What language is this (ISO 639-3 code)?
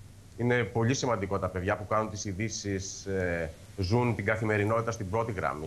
ell